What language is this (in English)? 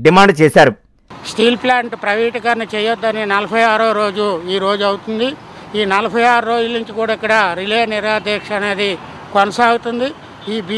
Telugu